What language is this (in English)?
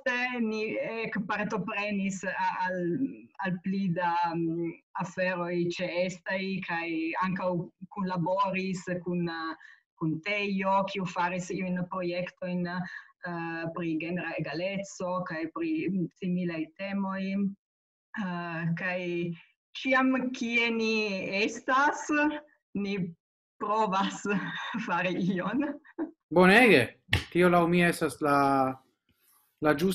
Esperanto